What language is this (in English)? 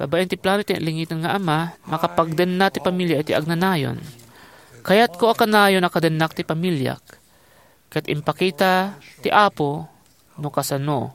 Iloko